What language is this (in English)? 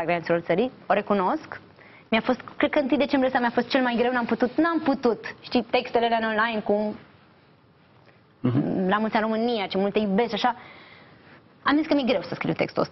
Romanian